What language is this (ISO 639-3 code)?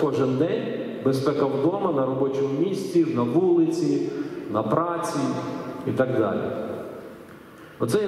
ukr